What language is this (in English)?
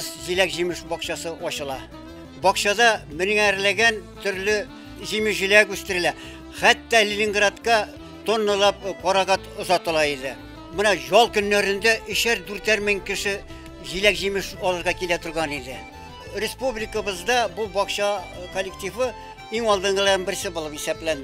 Bashkir